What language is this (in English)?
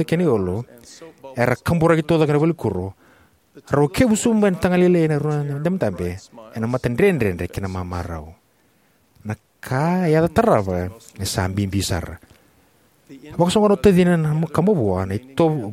Fijian